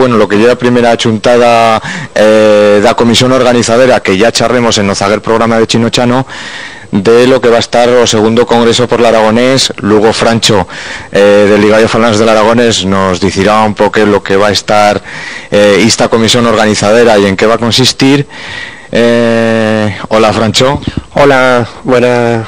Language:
Aragonese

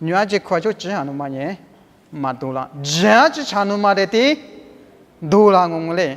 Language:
Lisu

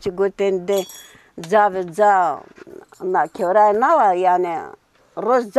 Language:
Zaza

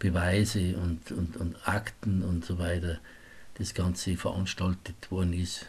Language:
Bavarian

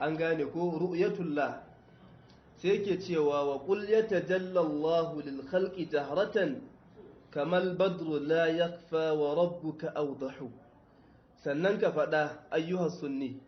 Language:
Hausa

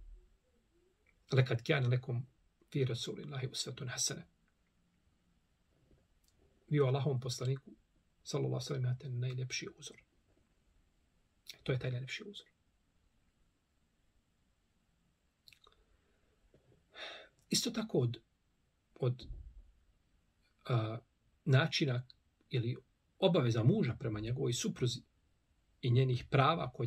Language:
Bosnian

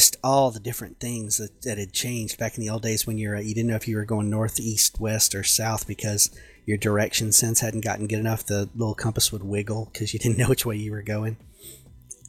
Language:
English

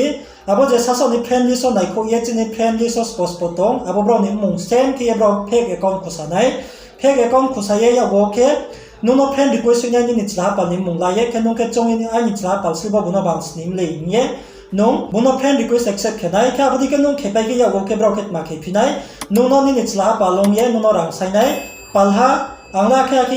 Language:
Riang (India)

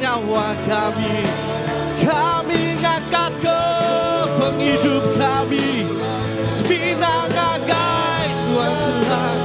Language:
Iban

